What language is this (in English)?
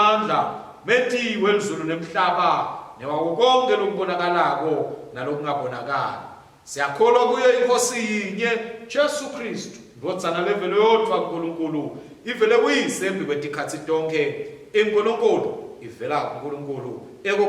Swati